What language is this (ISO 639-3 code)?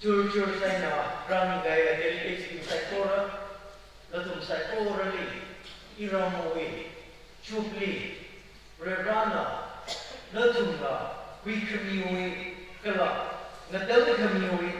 nmf